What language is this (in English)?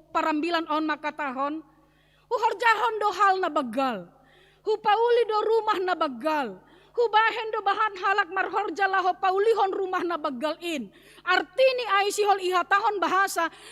Batak Simalungun